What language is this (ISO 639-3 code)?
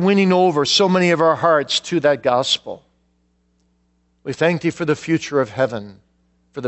eng